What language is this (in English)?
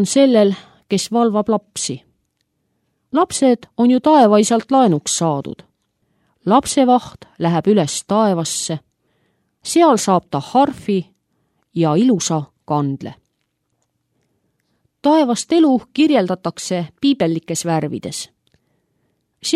Estonian